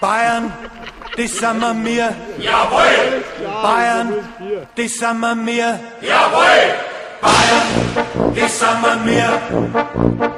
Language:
Bavarian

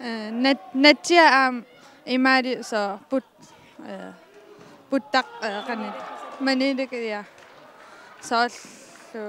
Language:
Kalaallisut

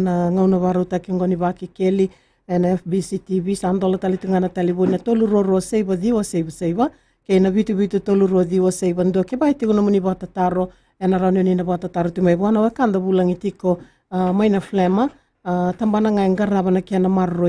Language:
Fijian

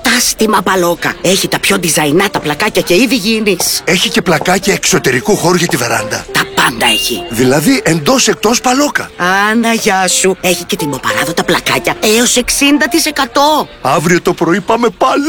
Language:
Greek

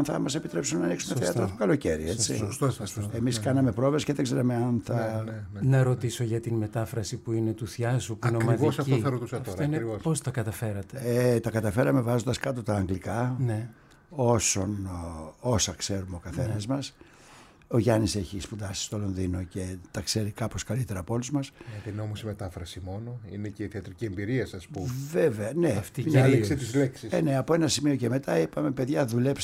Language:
Greek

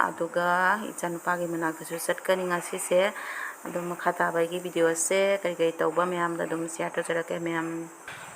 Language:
Manipuri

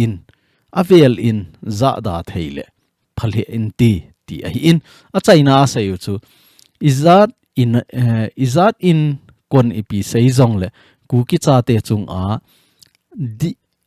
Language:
Thado Chin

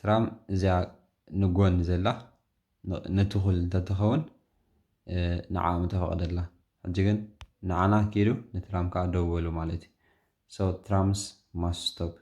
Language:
Tigrinya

